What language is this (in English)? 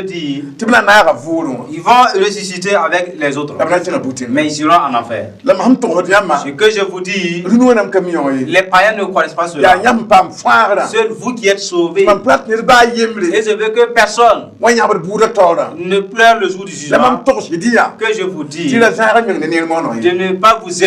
Mossi